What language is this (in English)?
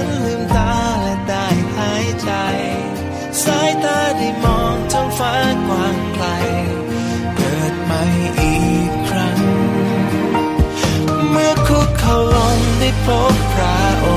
Thai